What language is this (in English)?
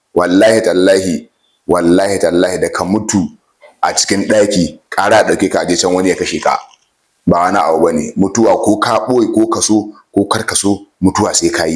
Hausa